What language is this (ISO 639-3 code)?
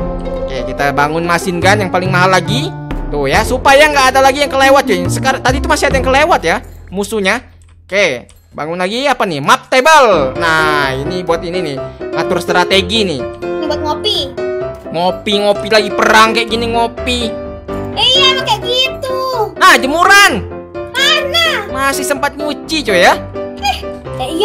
ind